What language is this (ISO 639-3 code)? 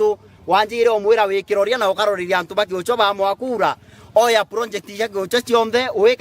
mer